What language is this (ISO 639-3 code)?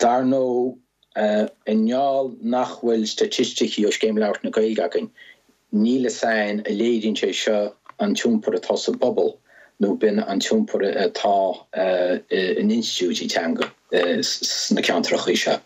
gle